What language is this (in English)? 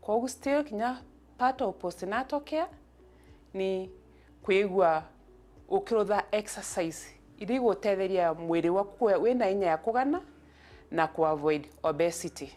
Meru